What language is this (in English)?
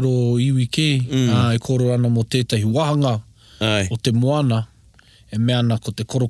Māori